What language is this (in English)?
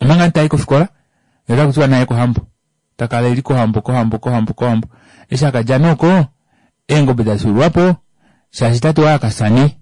Kuanyama